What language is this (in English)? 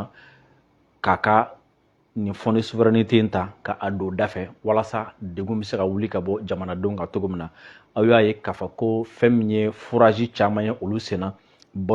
Bambara